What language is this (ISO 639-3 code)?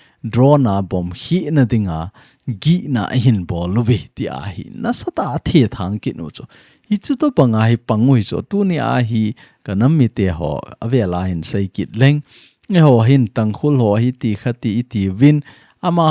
tcz